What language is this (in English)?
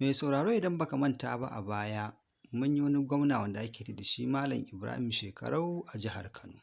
Hausa